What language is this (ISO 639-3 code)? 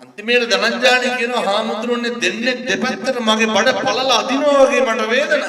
sin